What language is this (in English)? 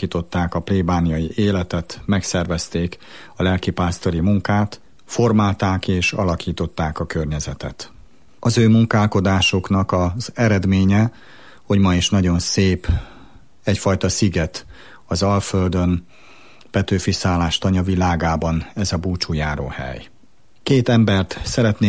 Hungarian